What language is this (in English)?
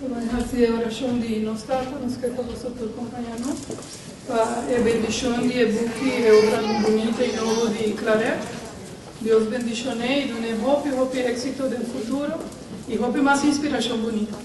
Papiamento